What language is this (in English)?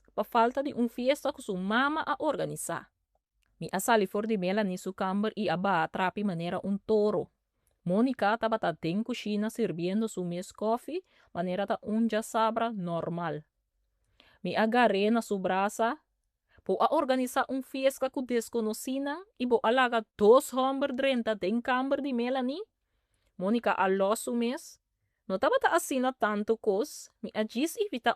Papiamento